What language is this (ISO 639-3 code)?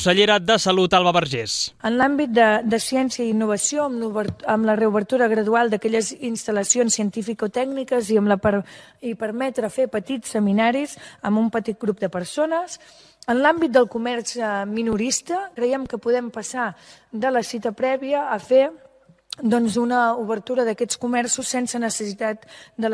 cat